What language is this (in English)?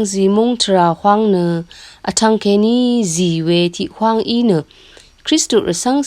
Rawang